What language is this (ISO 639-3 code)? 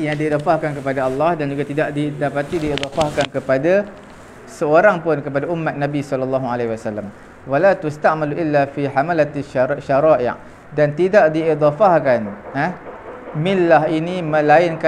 msa